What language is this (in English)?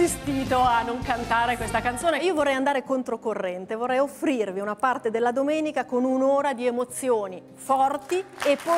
Italian